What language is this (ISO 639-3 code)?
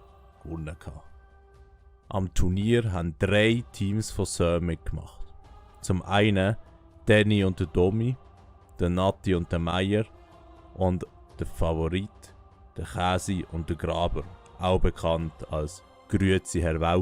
gsw